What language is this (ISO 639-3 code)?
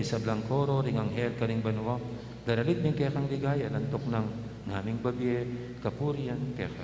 pam